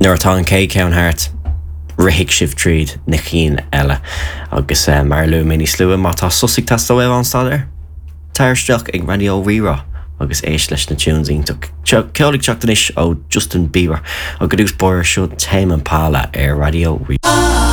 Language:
Irish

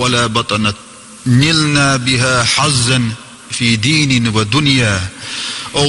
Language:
Chechen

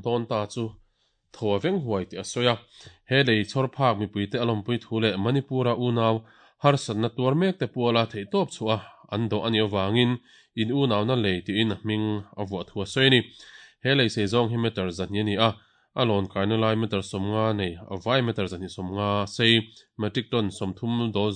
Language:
Mizo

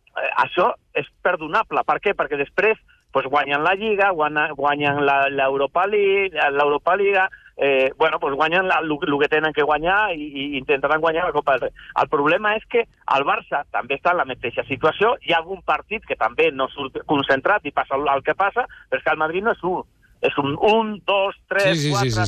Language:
Catalan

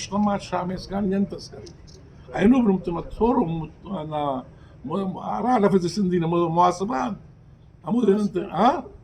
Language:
Brahui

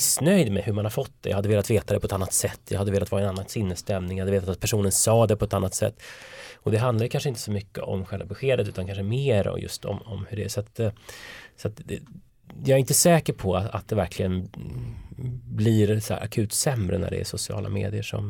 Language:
Swedish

